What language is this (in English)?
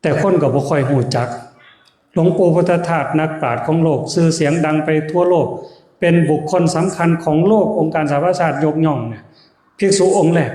Northeastern Thai